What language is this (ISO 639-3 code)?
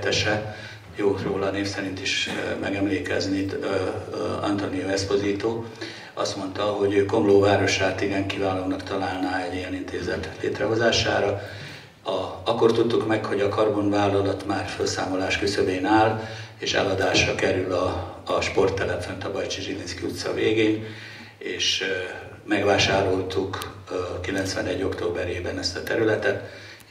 hun